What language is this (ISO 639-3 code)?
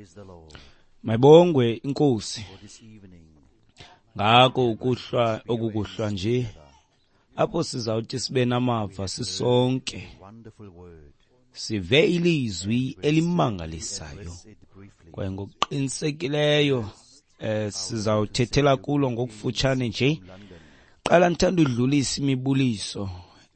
xho